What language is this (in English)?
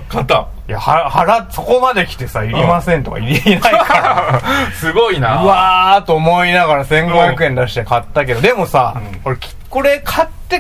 Japanese